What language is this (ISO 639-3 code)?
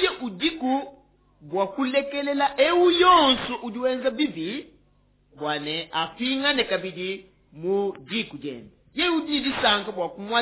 lua